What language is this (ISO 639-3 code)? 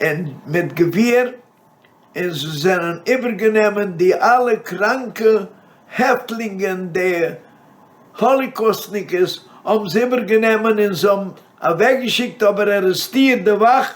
yid